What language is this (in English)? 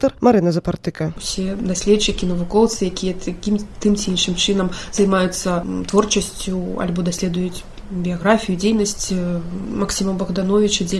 Belarusian